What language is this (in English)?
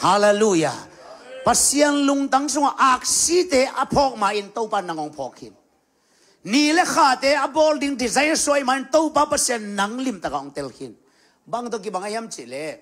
Tedim Chin